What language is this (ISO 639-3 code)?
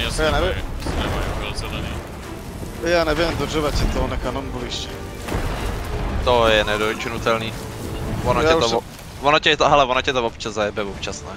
ces